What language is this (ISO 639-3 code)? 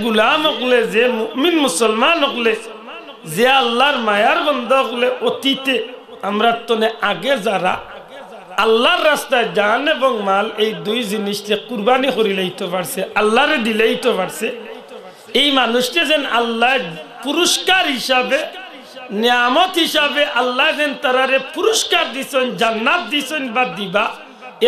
syl